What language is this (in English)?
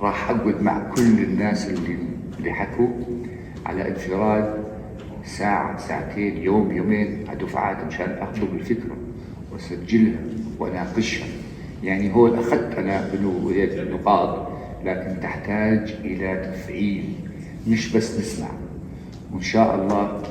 North Levantine Arabic